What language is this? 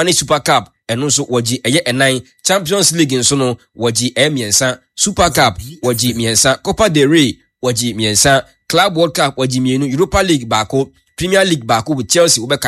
Akan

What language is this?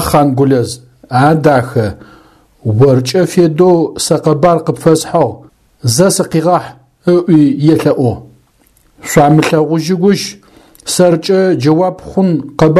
Adyghe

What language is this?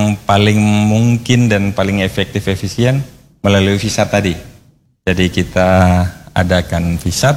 Indonesian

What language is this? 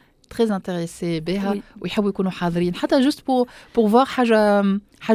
Tunisian Arabic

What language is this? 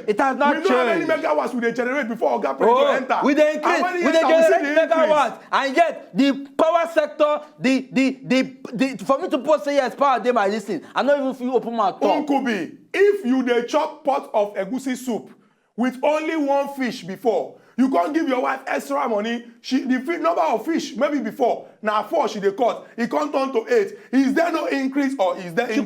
Nigerian Pidgin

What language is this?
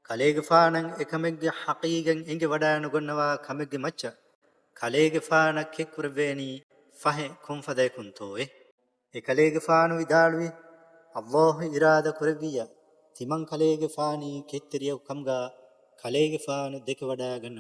Divehi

